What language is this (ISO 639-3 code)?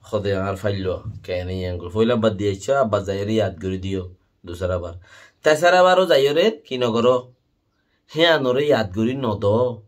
rhg